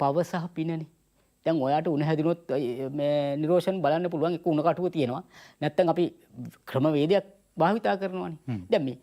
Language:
Sinhala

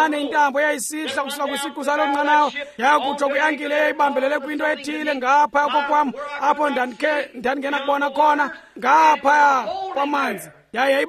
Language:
Xhosa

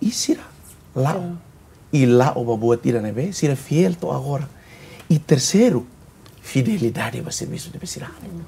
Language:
Tetum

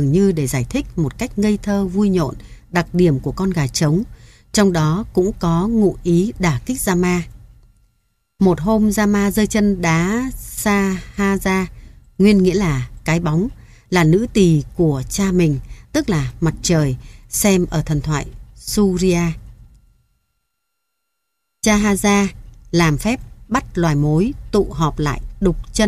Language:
Vietnamese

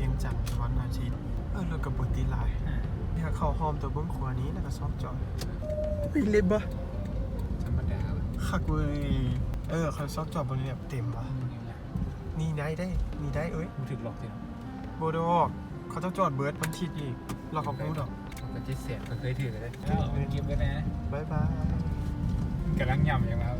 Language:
Lao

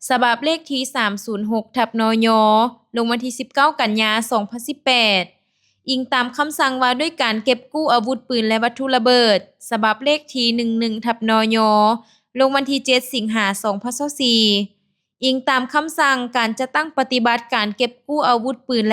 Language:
Lao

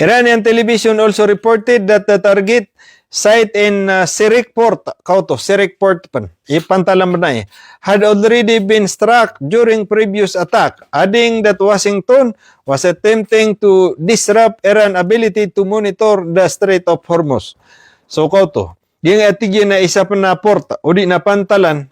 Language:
Maranao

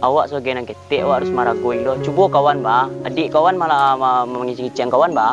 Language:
Minangkabau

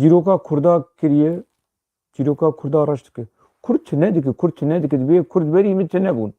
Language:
Kurdish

